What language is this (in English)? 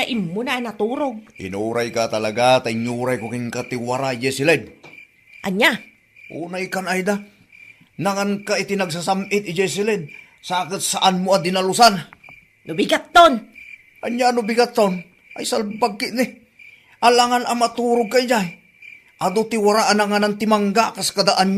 Iloko